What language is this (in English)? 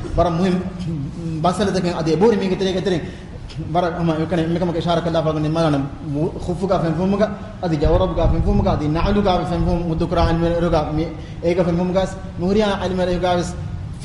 Divehi